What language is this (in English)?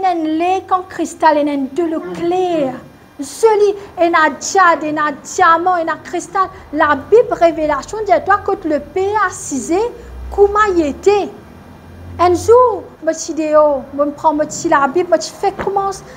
Morisyen